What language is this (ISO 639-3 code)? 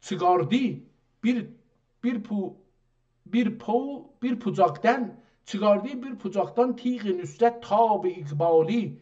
azb